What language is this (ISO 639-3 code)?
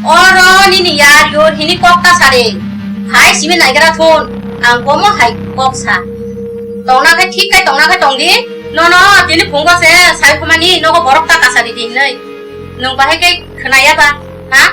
trp